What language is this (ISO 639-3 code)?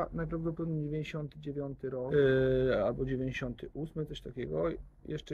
pol